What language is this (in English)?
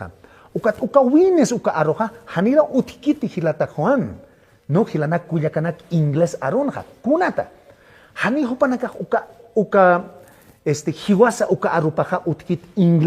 Aymara